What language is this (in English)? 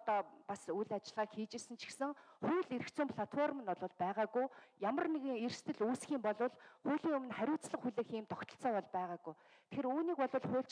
Mongolian